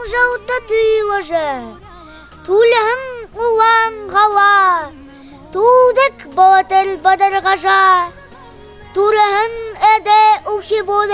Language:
Buriat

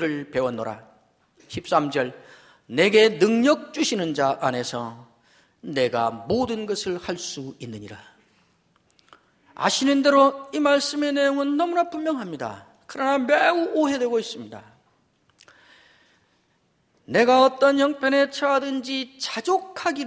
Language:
Korean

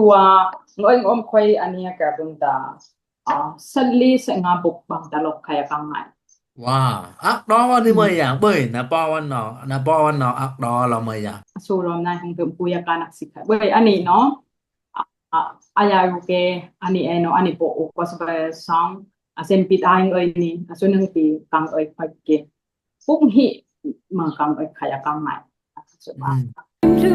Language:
Dimasa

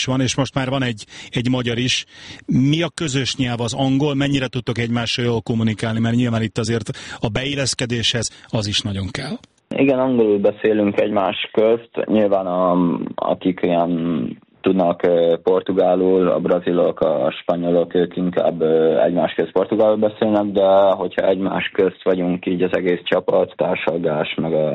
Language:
Hungarian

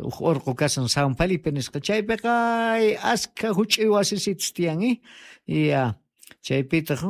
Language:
Quechua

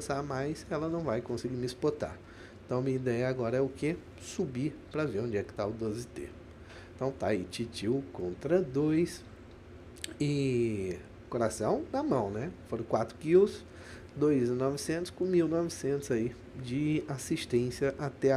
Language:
Portuguese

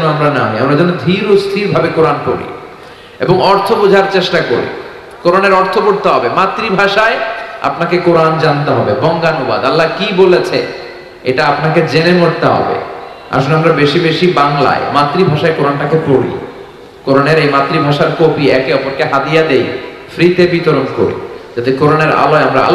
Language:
Bangla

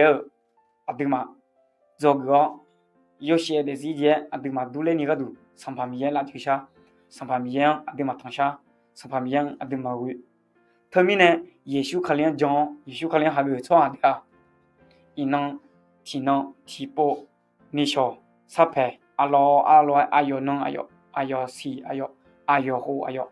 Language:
Akha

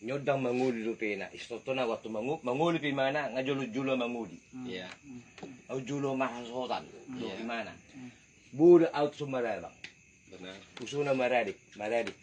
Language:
Batak Toba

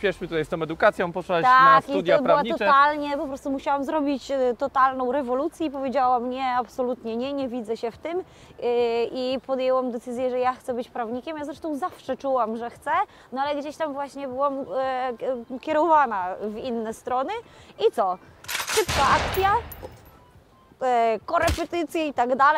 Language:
Polish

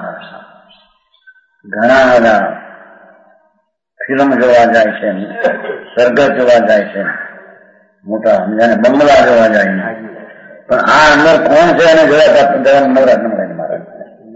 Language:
Gujarati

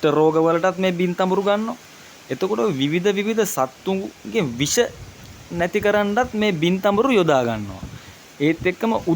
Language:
Sinhala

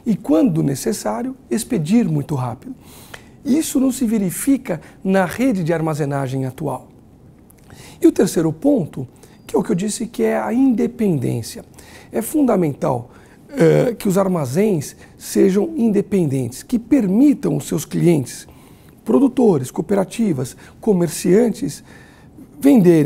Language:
Portuguese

